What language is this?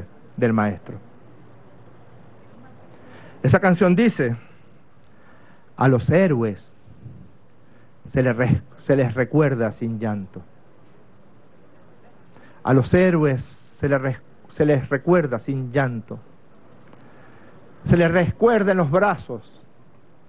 Spanish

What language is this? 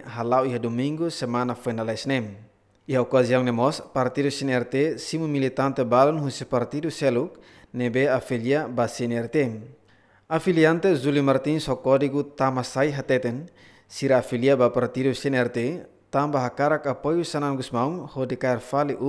Tetum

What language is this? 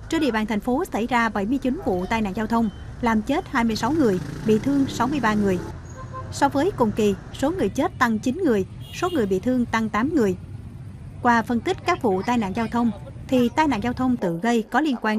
Vietnamese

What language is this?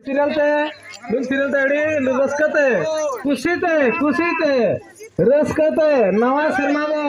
Santali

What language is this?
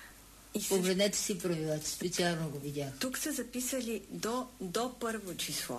Bulgarian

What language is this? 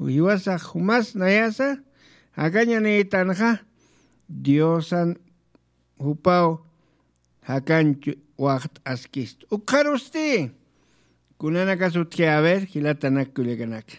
Aymara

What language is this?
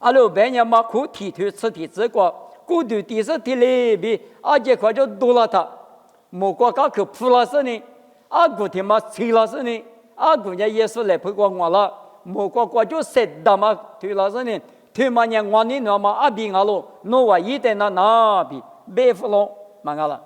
Lisu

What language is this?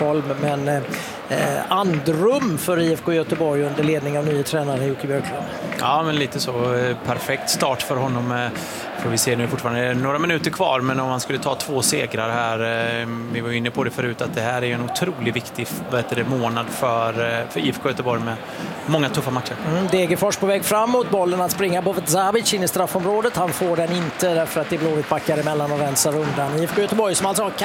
Swedish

